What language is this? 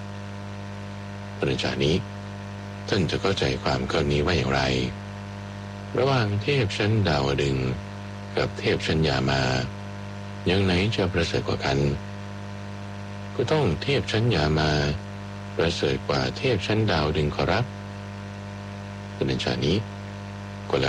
Thai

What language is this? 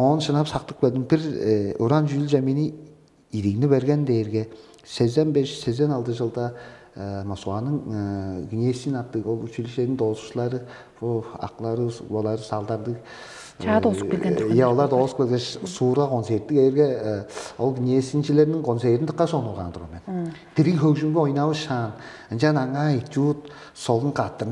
Tuvinian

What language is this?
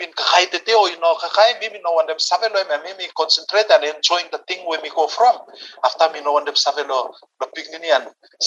Bislama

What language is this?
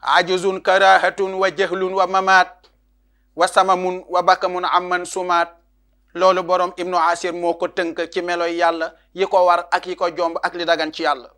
Wolof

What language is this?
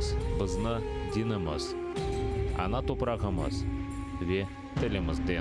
Crimean Tatar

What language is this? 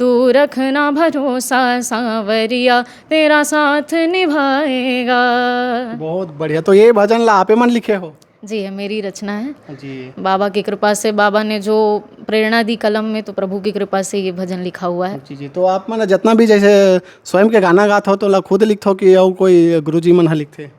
Chhattisgarhi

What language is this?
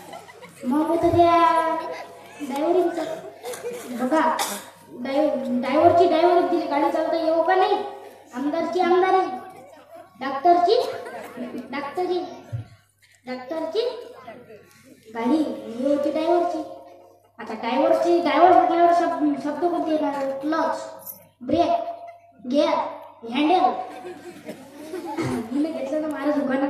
Marathi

